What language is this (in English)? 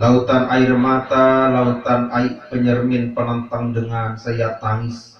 Sasak